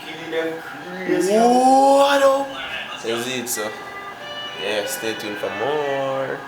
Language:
Jamaican Creole English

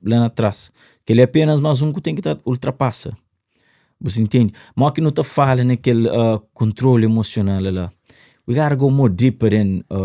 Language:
Kabuverdianu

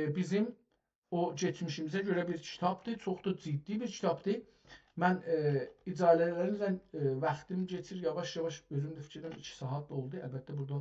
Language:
South Azerbaijani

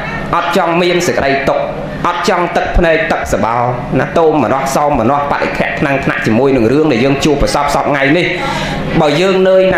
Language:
Khmer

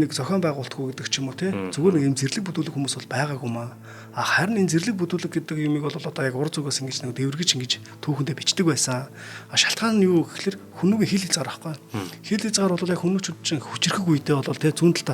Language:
Mongolian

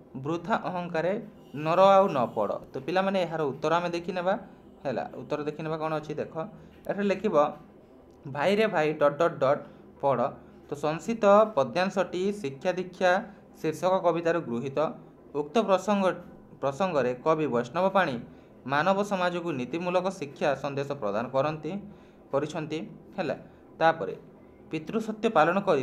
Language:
Odia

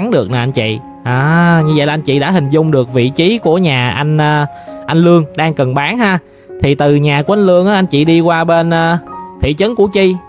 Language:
Vietnamese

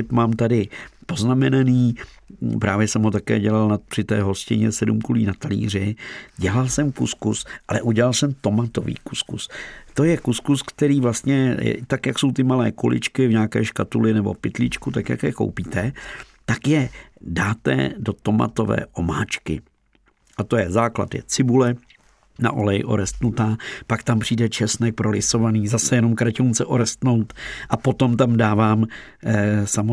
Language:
Czech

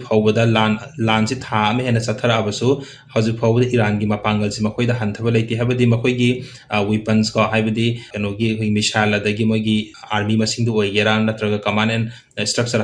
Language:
Manipuri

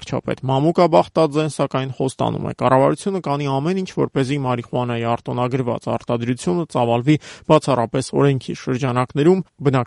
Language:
Armenian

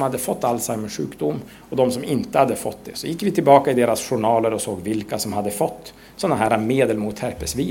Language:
Swedish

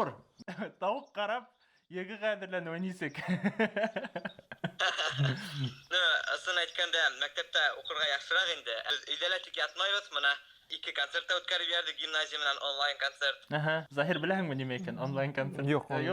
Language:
Bashkir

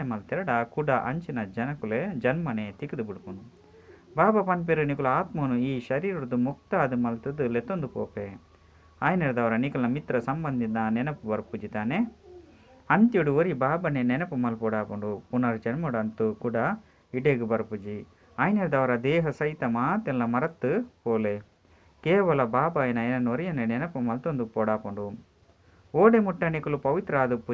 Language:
Tulu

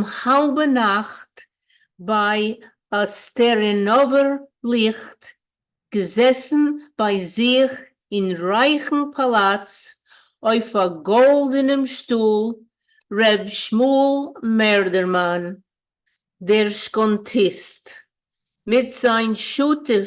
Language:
Yiddish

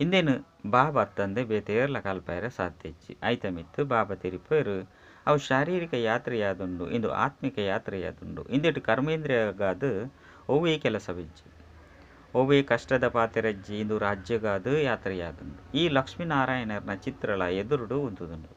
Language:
Tulu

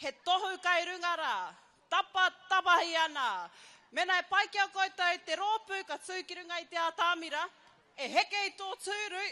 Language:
Māori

